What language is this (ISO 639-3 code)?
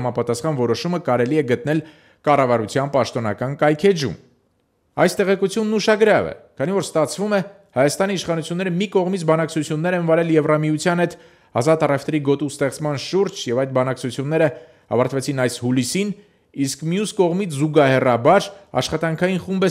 hye